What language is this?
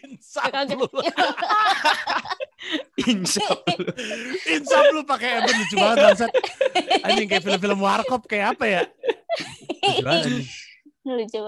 Indonesian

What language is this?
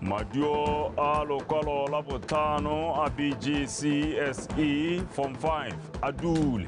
Tswana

